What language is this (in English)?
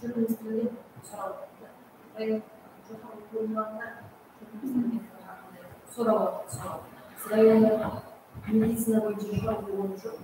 Kara-Kalpak